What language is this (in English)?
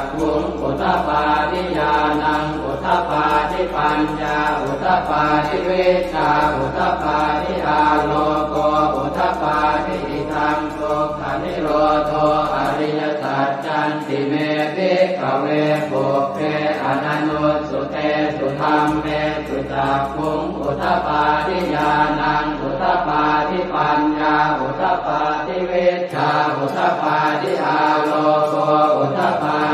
Pali